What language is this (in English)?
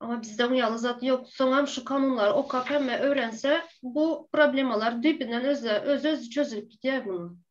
Turkmen